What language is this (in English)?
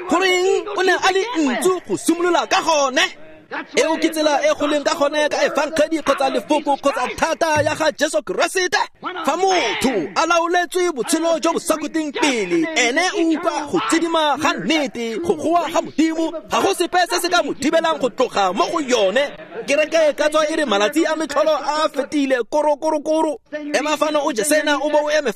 Tswana